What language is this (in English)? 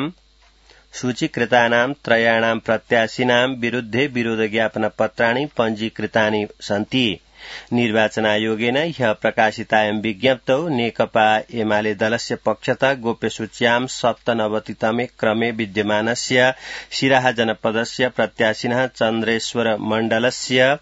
Sanskrit